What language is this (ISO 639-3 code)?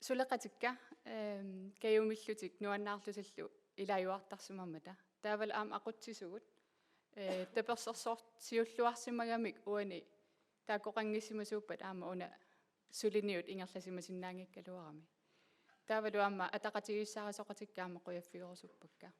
kal